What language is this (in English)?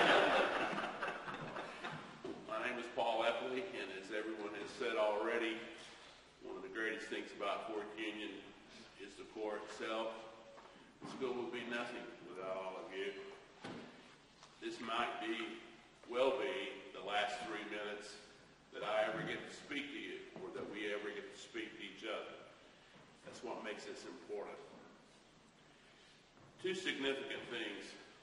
English